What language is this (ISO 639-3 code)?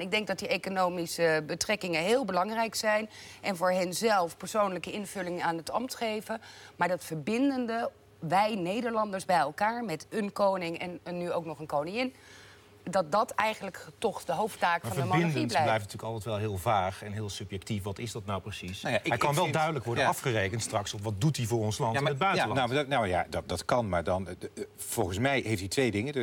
nld